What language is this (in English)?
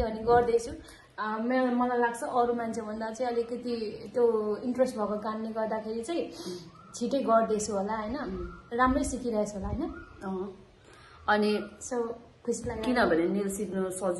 Nepali